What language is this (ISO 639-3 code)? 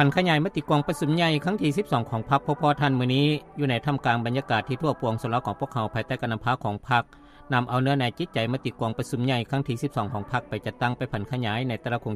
lao